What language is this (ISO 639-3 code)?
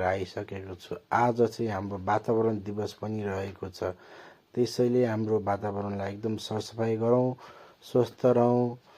nep